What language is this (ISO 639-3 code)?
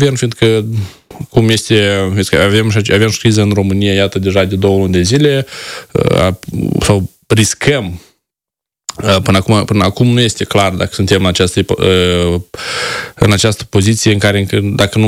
ron